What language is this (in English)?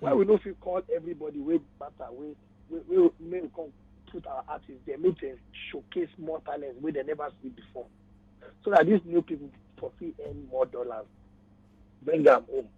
Nigerian Pidgin